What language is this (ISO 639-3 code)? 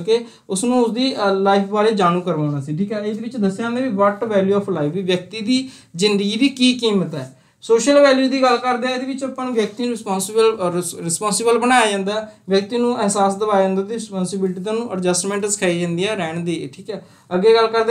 pan